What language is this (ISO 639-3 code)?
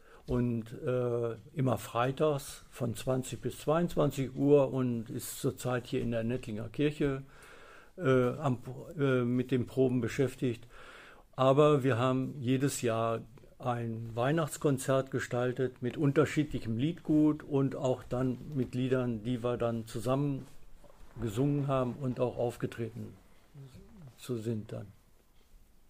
deu